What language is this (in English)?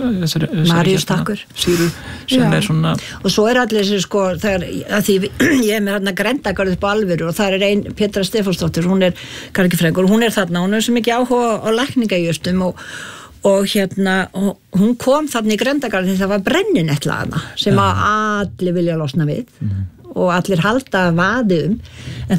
Icelandic